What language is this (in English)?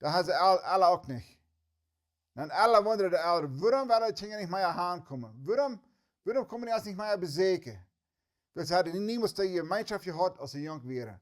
Plautdietsch